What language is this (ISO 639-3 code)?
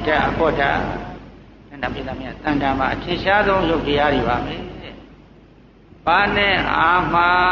mya